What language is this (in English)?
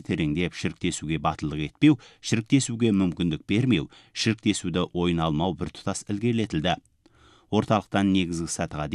Kazakh